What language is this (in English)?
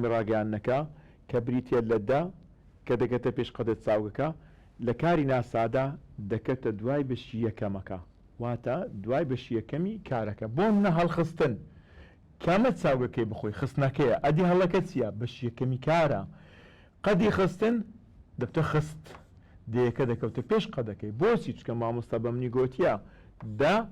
Central Kurdish